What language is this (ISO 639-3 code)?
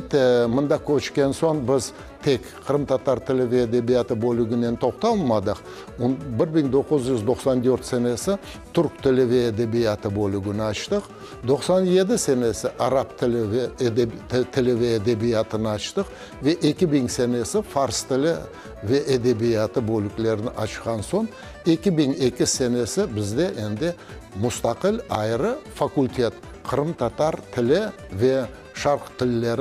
crh